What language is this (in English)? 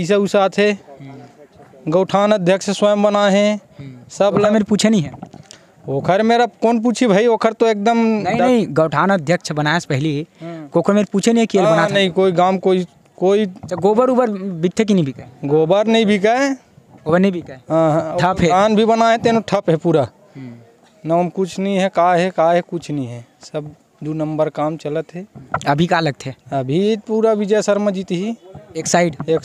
Chhattisgarhi